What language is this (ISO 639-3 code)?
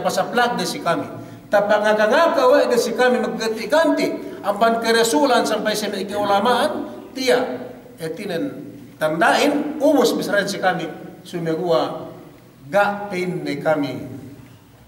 yka